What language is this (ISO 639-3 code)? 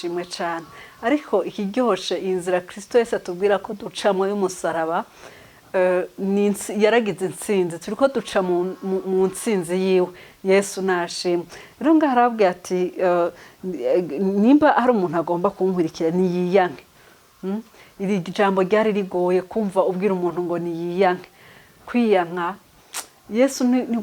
run